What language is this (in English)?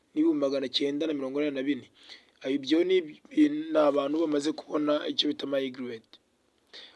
Kinyarwanda